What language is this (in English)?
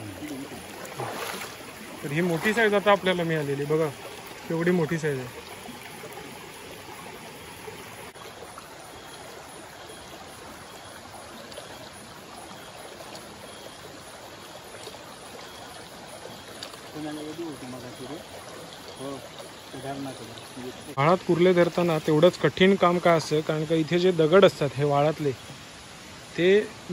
Marathi